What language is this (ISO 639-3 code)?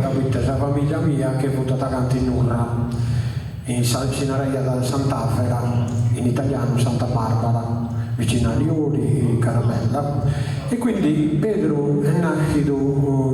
srd